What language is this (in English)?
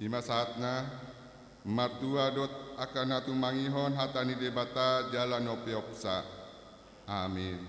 Batak Toba